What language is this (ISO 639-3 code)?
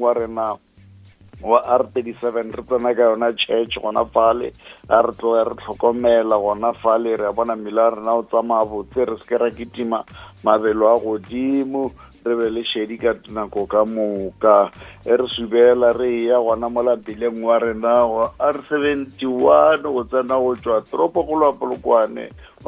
nso